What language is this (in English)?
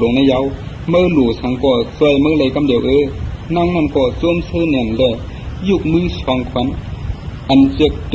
Shan